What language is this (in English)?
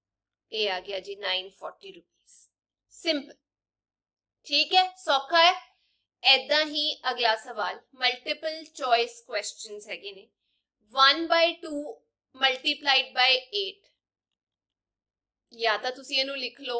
Punjabi